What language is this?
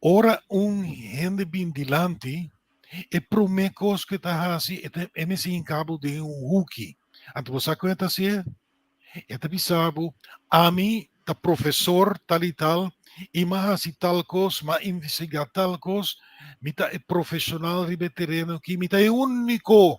Papiamento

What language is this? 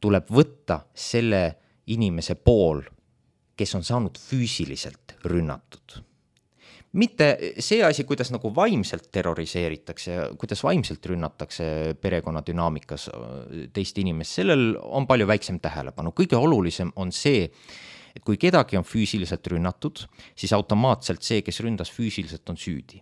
Estonian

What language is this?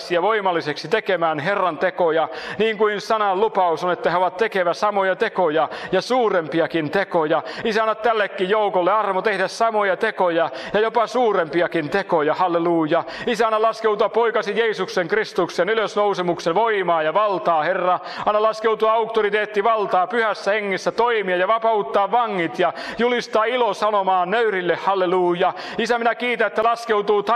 Finnish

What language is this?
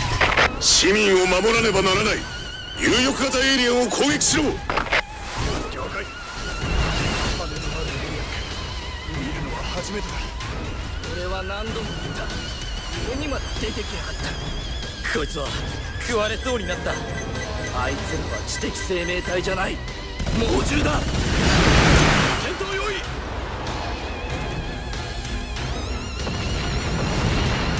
Japanese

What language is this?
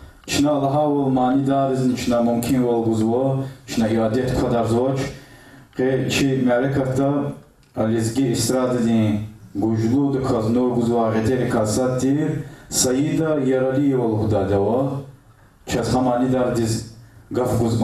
Lezghian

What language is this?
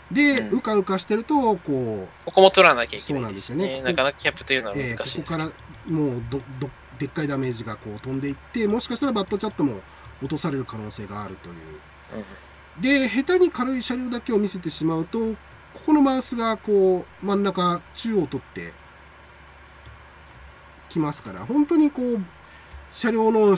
Japanese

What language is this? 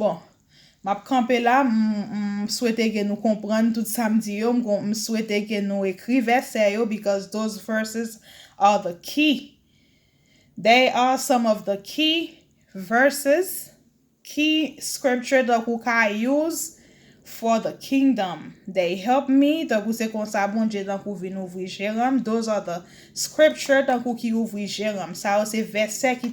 Haitian Creole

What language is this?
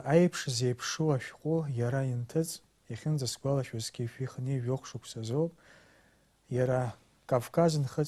Abkhazian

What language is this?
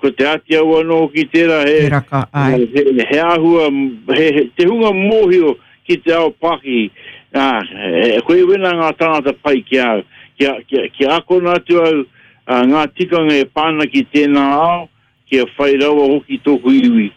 Māori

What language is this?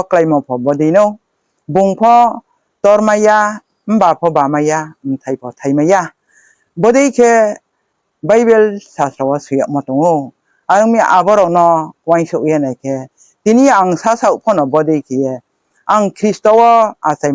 Riang (India)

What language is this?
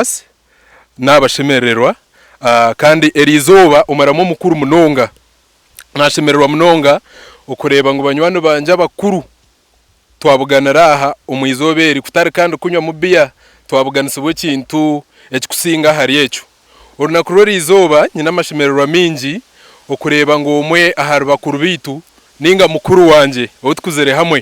Nyankole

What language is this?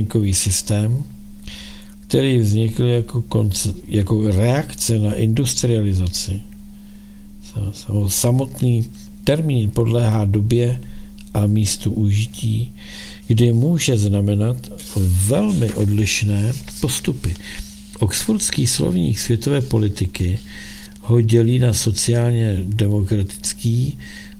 Czech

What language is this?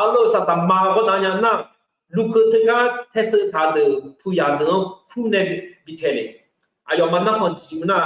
Akha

